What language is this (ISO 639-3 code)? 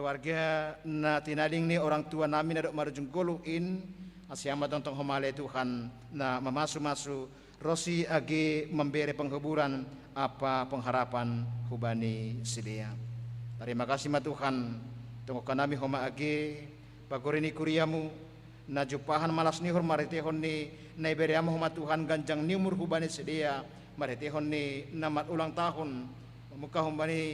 bts